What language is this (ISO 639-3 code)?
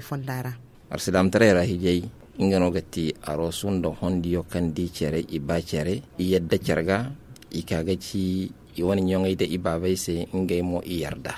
dje